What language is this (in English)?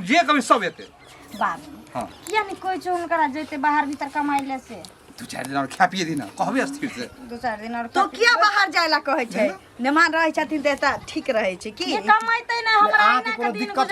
Maithili